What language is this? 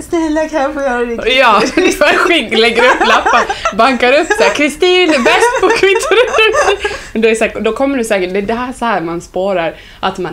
Swedish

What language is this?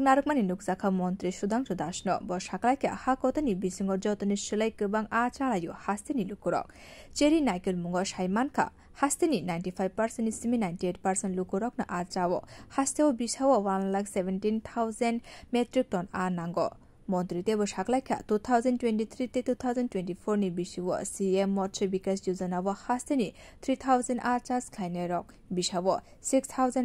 Kok Borok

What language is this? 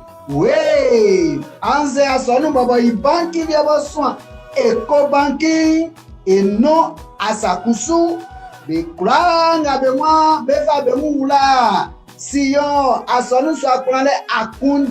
Baoulé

